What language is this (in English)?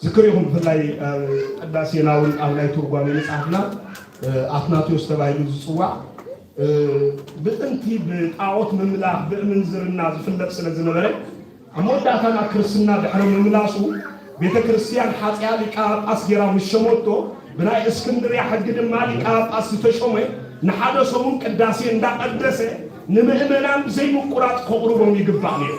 Tigrinya